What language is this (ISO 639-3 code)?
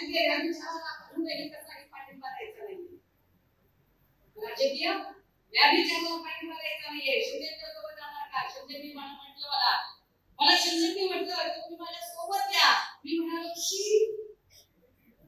mar